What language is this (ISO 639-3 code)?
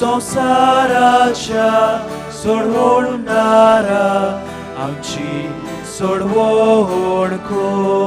kok